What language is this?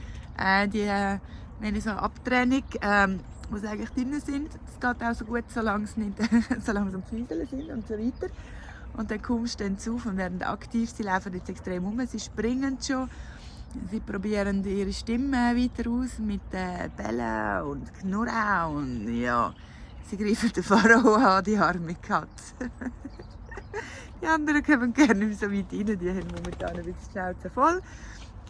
Swiss German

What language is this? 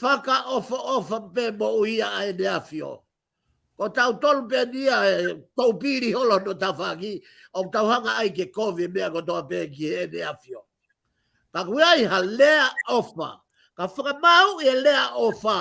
Tongan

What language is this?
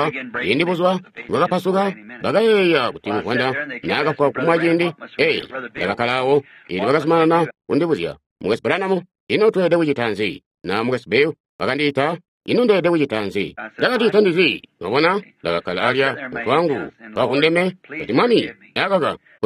Tonga (Zambia)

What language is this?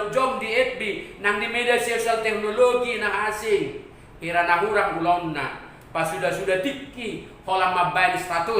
Batak Toba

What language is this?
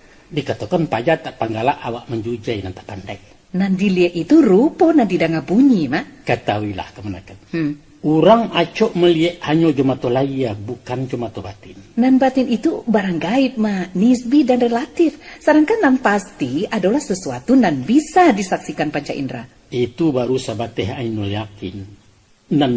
Minangkabau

